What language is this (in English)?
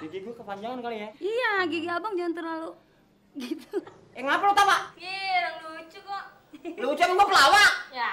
Betawi